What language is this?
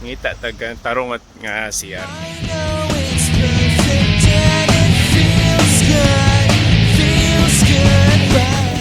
Cebuano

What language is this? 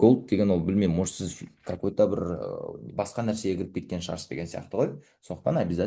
Kazakh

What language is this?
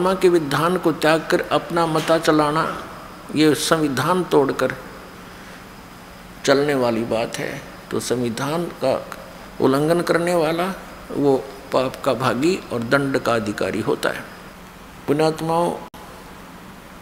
Hindi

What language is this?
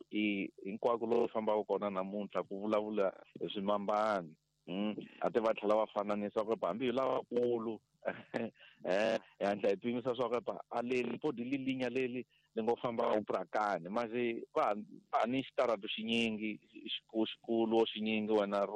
Tsonga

